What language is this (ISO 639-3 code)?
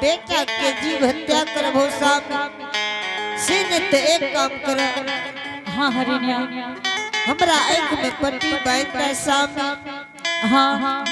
anp